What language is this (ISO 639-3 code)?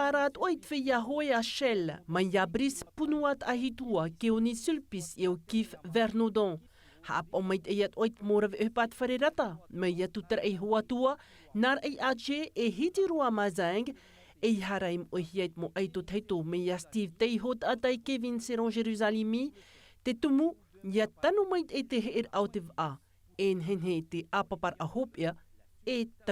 tah